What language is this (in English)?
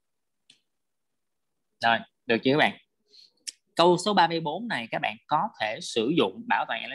Vietnamese